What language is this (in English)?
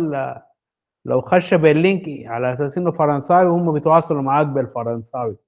Sudanese Arabic